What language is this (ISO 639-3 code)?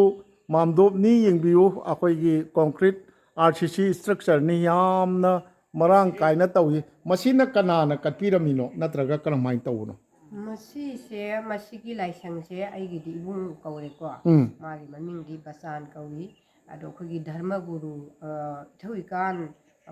mni